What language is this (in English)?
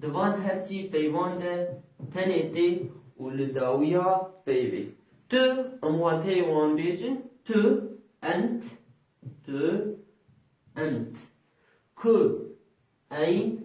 Kurdish